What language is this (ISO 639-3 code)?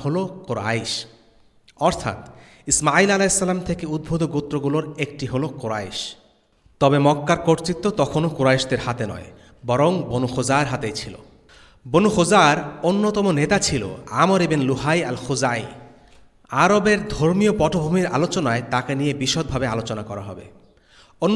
ben